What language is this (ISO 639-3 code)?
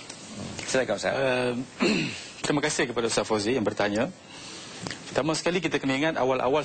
msa